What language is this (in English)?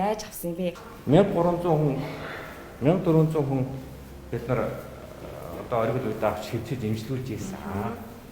Mongolian